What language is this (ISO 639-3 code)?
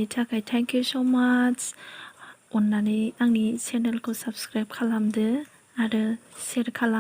brx